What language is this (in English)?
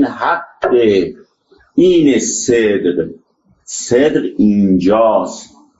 Persian